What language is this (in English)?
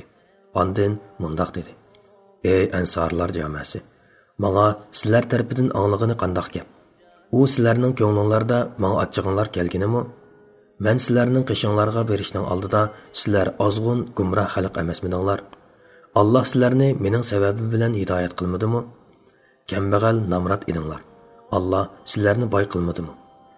Uyghur